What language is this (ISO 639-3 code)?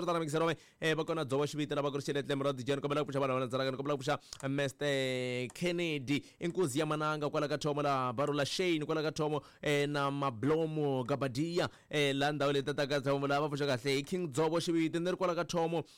tso